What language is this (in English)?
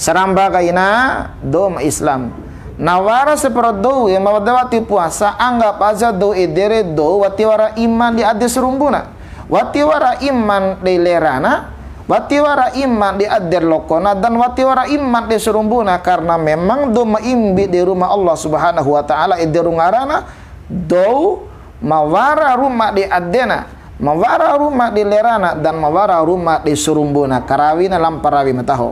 Bima